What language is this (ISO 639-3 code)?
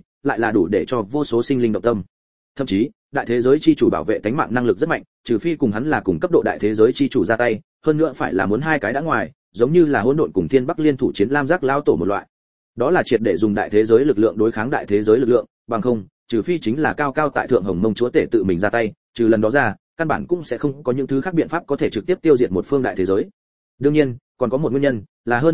vie